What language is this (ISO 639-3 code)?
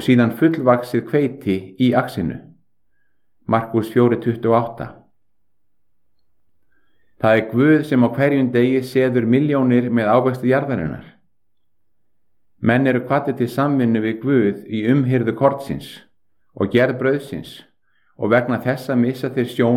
isl